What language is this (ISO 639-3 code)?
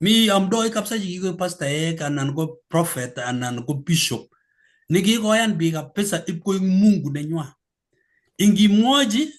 kln